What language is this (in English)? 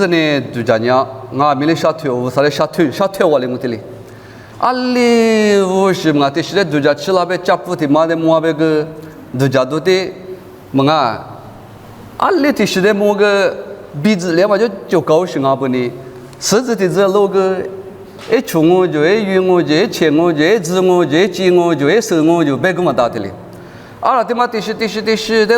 Lisu